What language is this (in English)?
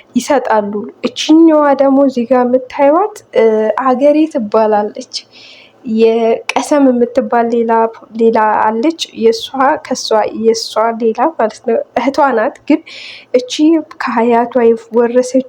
Amharic